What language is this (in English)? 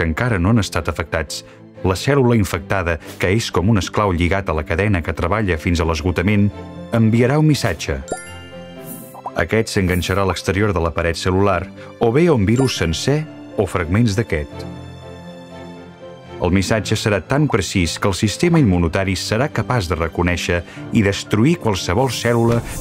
Catalan